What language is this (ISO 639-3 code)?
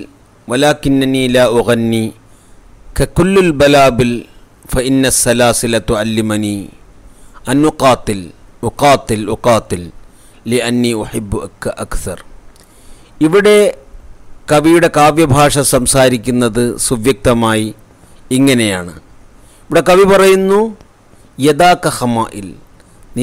mal